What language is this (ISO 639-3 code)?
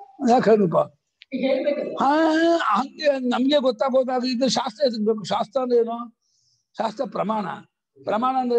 kan